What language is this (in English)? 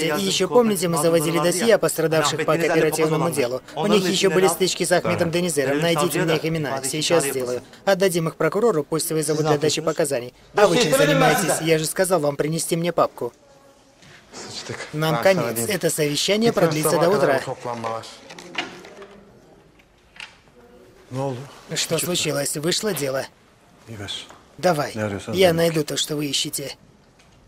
Russian